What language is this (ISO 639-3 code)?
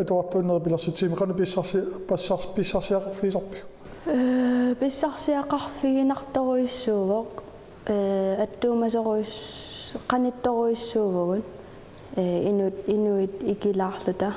kal